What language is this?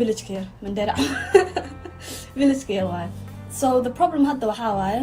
Somali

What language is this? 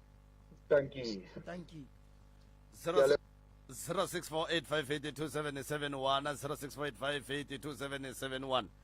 Northern Sotho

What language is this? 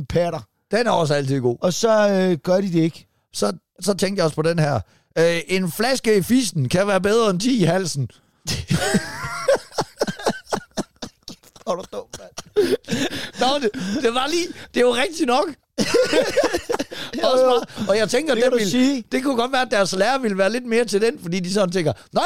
Danish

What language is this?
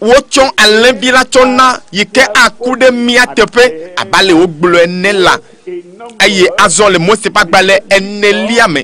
Ewe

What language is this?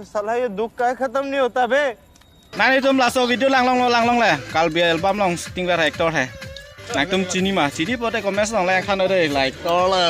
Karbi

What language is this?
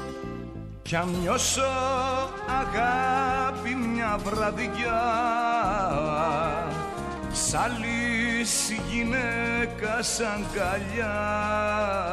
Greek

